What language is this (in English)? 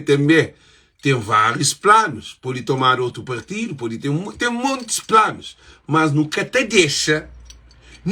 Kabuverdianu